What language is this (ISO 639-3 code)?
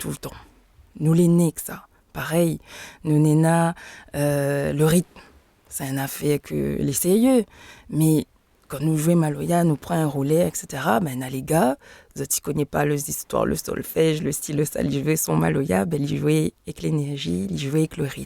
rcf